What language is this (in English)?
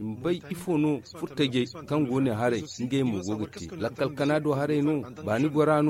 Zarma